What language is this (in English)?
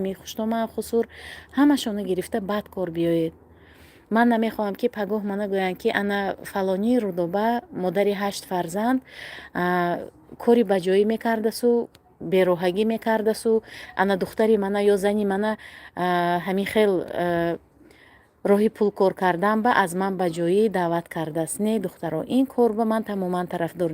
Tajik